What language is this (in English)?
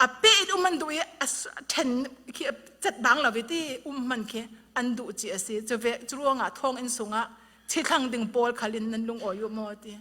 Falam Chin